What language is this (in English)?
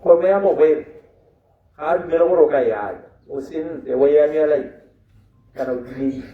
Tswana